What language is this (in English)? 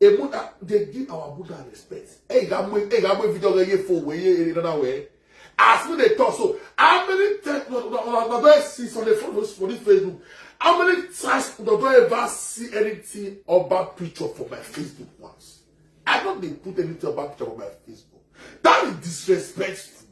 Nigerian Pidgin